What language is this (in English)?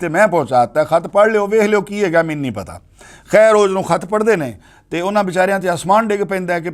Western Panjabi